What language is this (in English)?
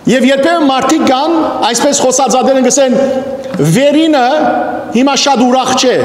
Western Armenian